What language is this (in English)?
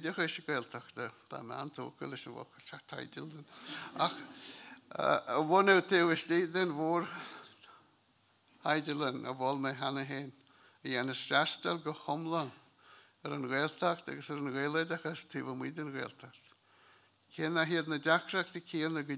Irish